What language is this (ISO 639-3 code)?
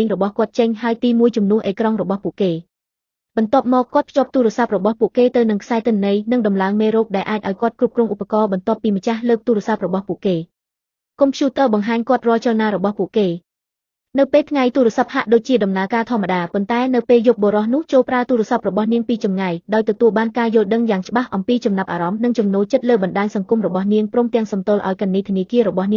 khm